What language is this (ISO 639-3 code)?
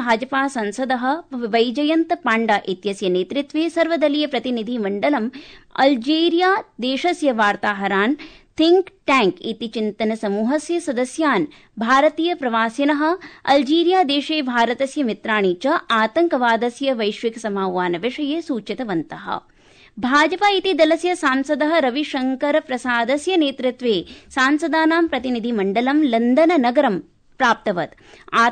san